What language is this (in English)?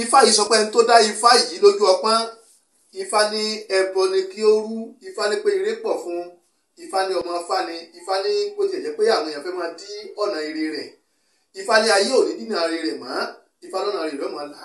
Yoruba